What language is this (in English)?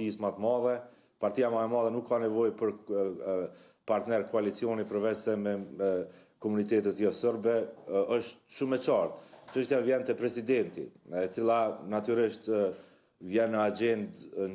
Albanian